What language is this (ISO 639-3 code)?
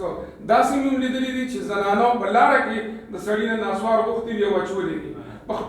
pus